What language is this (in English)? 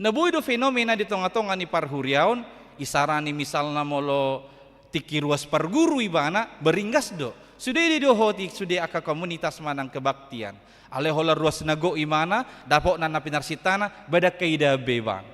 Batak Toba